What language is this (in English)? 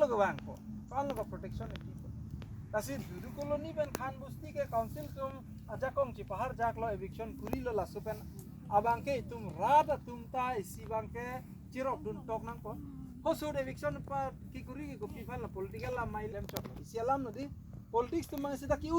Karbi